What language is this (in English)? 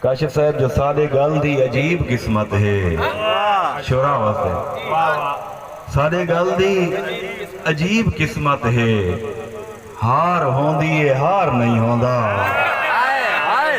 Saraiki